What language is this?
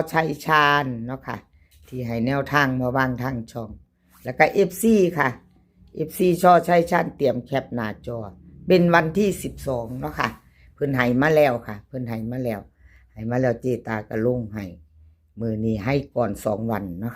Northeastern Thai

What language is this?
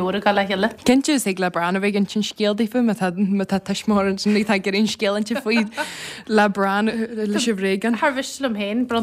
Irish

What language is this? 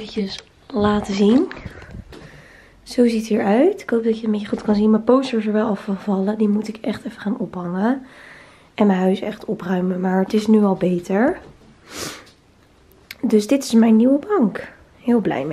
Dutch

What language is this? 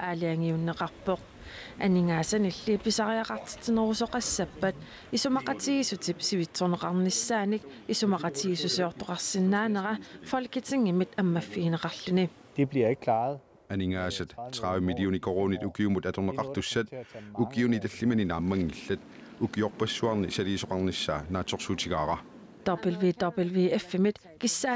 Kalaallisut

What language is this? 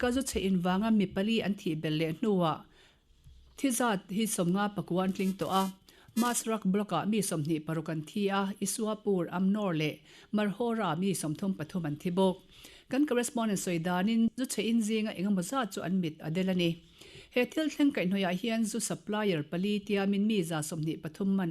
Mizo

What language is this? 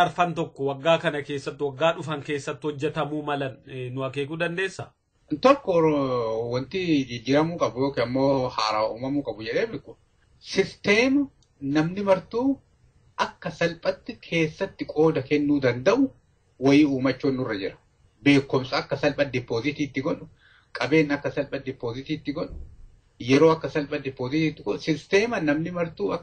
Oromo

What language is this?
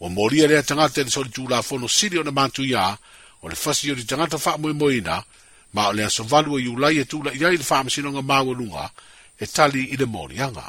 Samoan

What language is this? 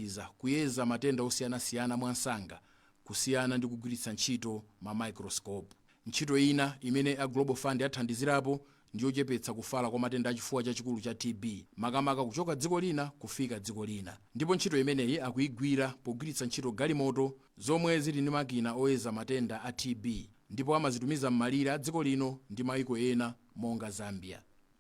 Nyanja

